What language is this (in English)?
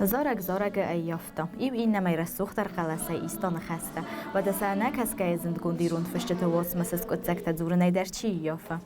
Ossetic